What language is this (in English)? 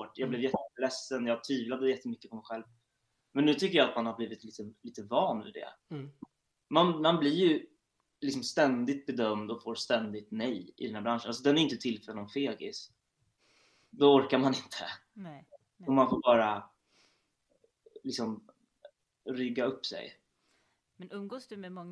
Swedish